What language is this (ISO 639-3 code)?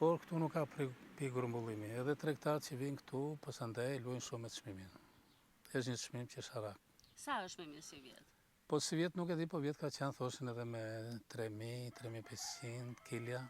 sqi